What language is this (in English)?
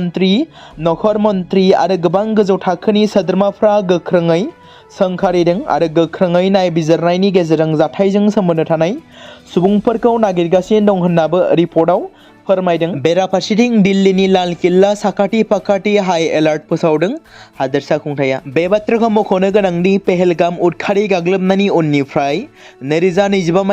Bodo